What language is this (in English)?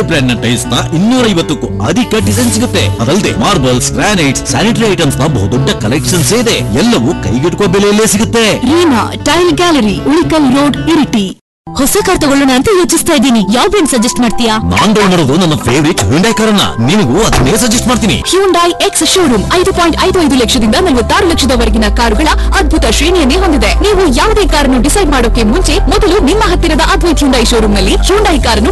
Kannada